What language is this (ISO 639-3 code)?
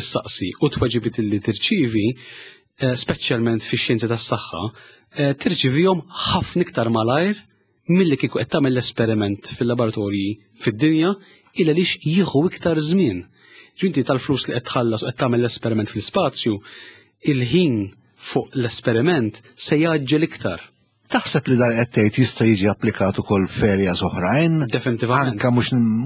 mlt